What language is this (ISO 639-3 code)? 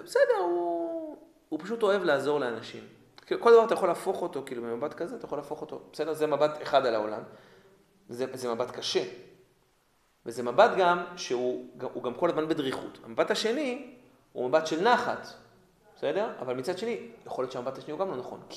heb